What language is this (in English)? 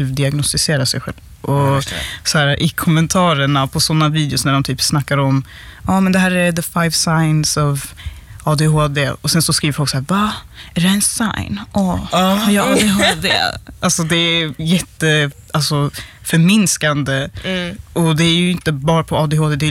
Swedish